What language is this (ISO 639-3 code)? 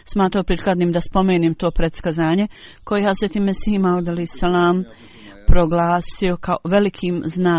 bos